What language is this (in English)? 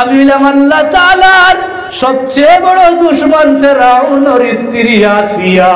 Sylheti